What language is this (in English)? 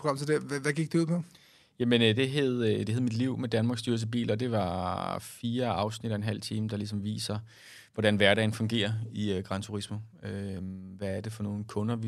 Danish